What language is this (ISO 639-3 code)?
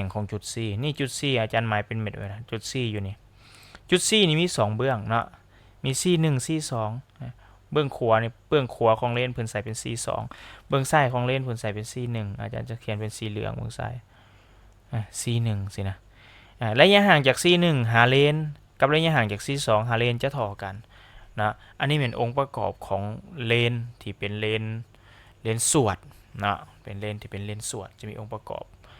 lao